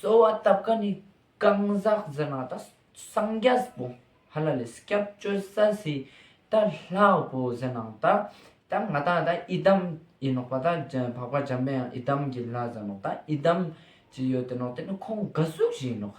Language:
Ladakhi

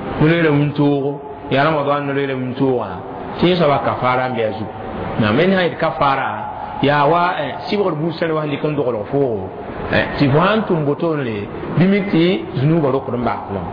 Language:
Mossi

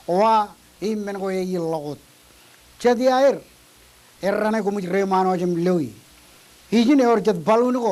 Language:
Marshallese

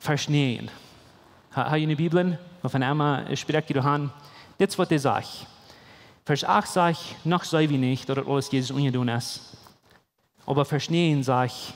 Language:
Plautdietsch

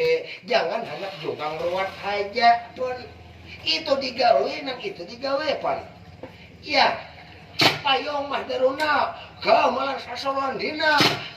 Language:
Banjar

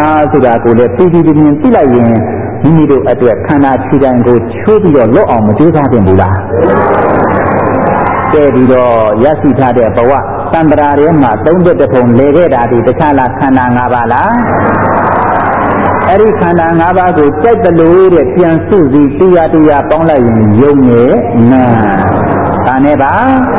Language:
Burmese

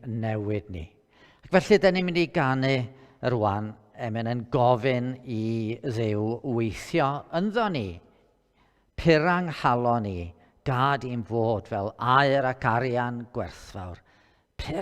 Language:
Welsh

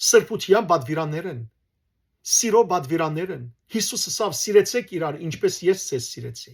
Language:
Western Armenian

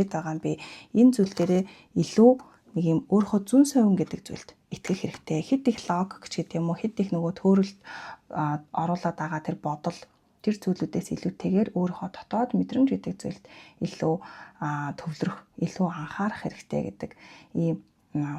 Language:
Mongolian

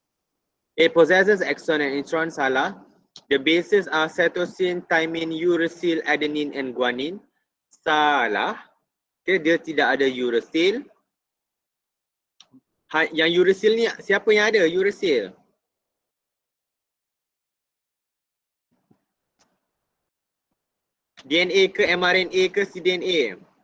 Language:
Malay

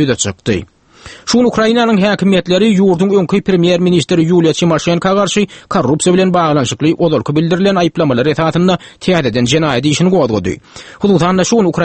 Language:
Turkmen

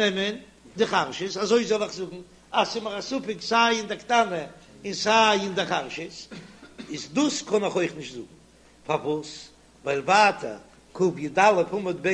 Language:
Yiddish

